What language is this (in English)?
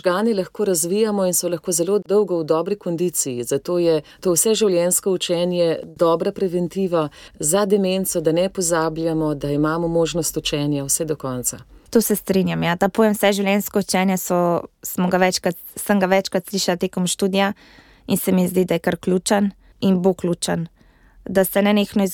Slovenian